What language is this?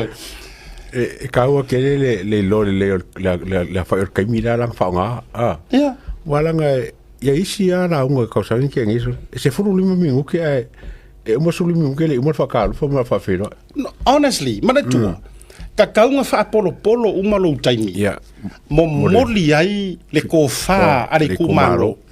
Samoan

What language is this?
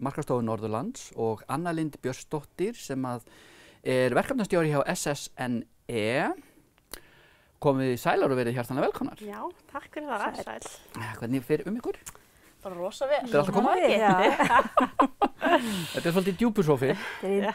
Icelandic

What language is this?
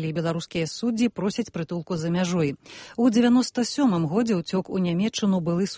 Belarusian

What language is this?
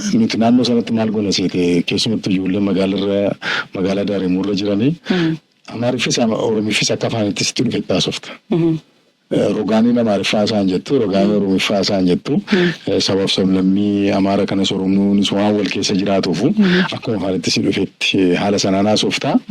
Oromo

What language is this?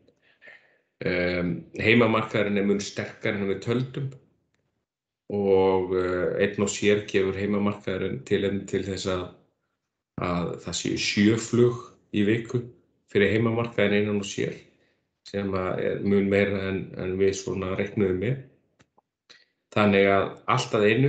Icelandic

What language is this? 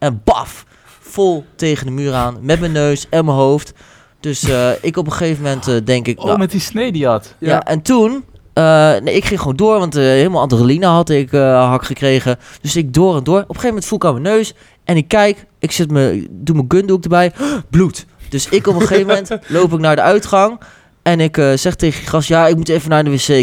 Dutch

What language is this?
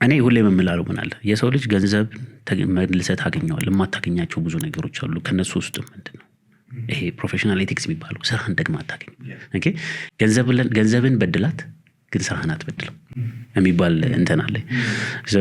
Amharic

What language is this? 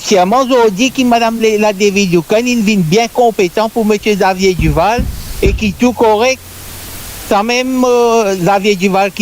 Morisyen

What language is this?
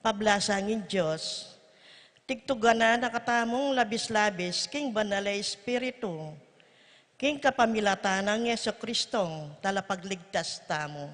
Pampanga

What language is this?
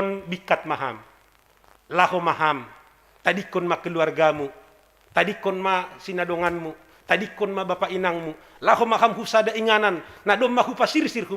Batak Simalungun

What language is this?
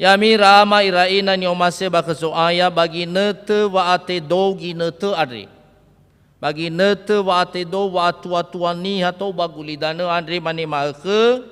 Nias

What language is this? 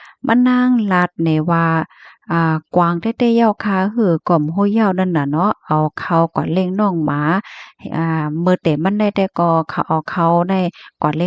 Shan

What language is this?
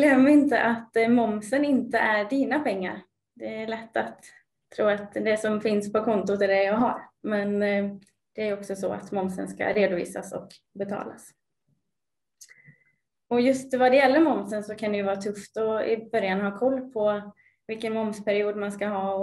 Swedish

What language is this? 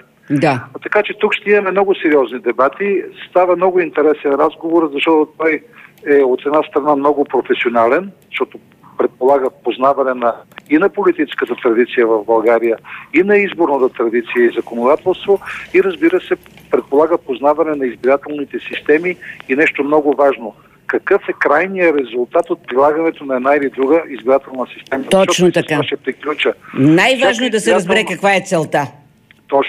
Bulgarian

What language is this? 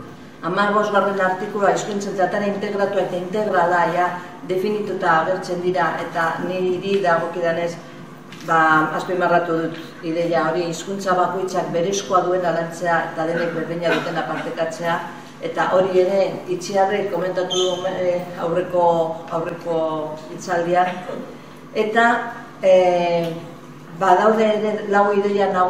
Basque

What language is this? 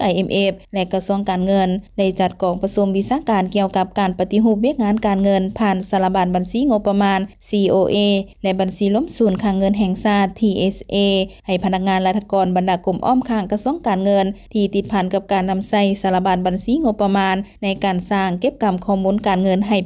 Lao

